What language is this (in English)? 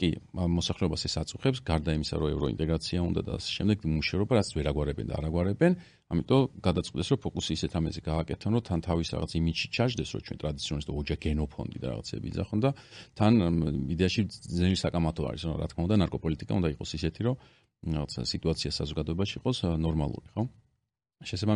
Georgian